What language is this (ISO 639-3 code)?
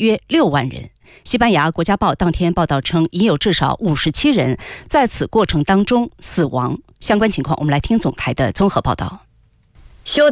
zho